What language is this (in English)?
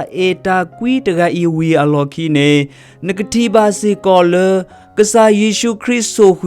S'gaw Karen